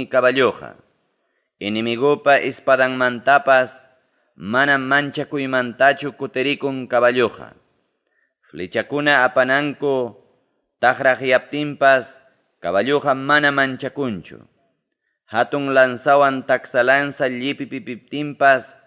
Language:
Ayacucho Quechua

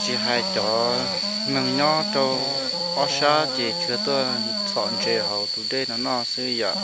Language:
Hmong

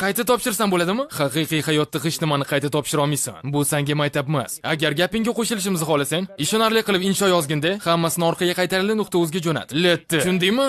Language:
Uzbek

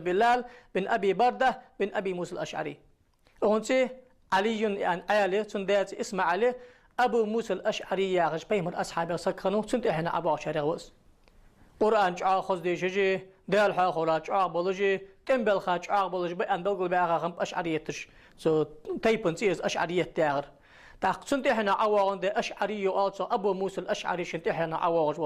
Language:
Ingush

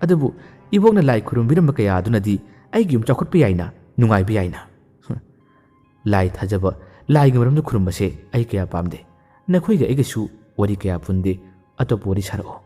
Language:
Manipuri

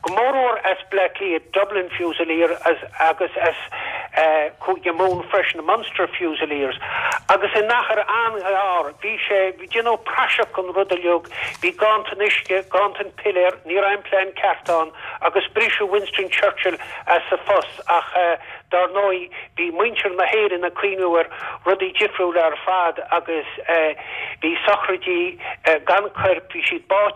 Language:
Irish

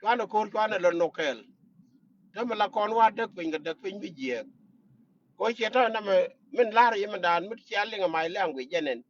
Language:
Nuer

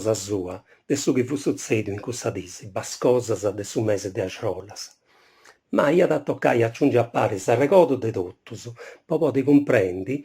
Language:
Sardinian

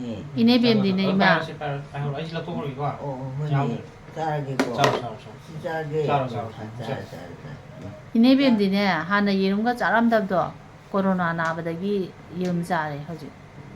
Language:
Manipuri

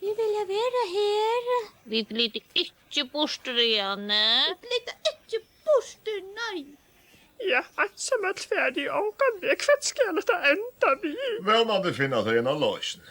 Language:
Faroese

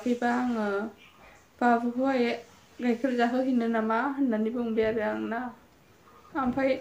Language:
Bodo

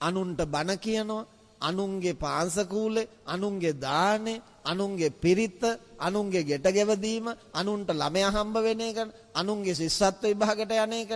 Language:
Sinhala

